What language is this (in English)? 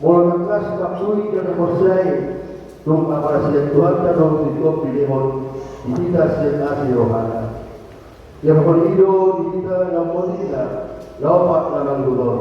Batak Toba